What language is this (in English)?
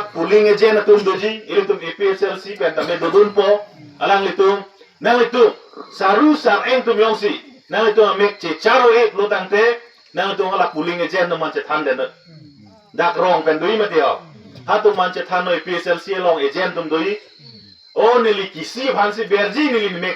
Karbi